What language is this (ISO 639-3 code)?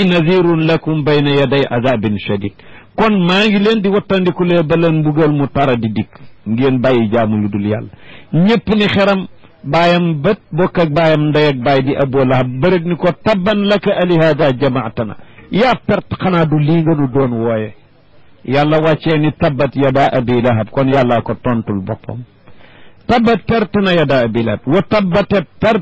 wol